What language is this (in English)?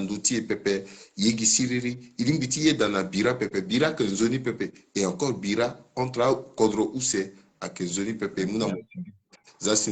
Sango